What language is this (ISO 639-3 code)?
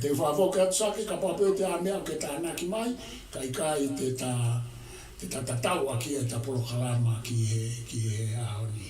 ton